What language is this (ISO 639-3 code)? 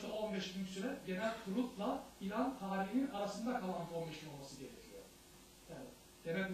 tur